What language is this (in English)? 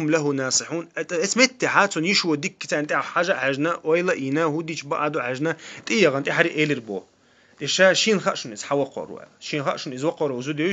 Chechen